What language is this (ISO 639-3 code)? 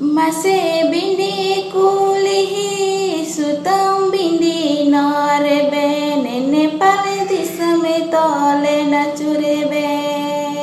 sat